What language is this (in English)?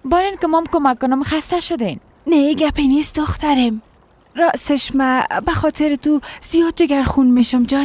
Persian